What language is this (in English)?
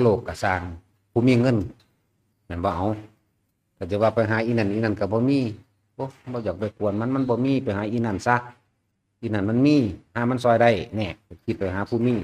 Northeastern Thai